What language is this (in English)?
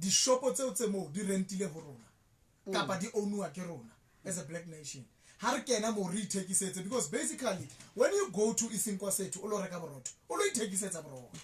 Southern Sotho